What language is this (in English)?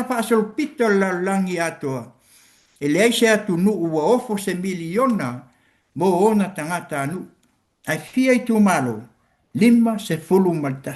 Samoan